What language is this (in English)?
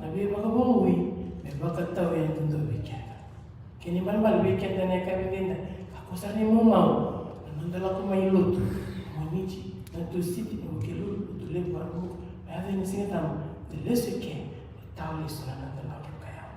Fijian